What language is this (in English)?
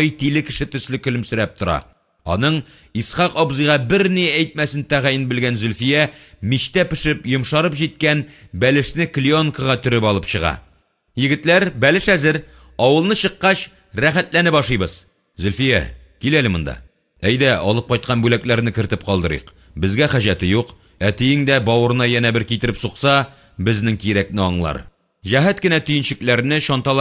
Tatar